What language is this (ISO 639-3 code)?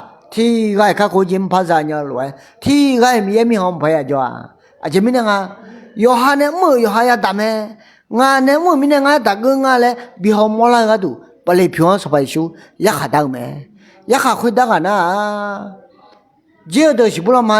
ahk